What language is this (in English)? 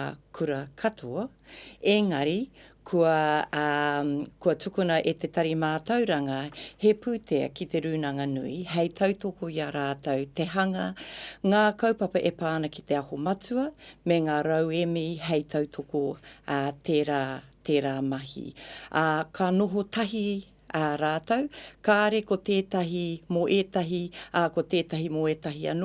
Māori